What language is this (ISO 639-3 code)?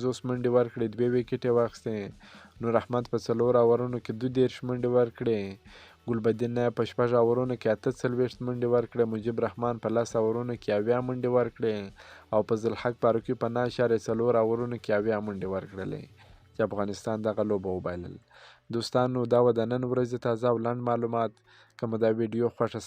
pus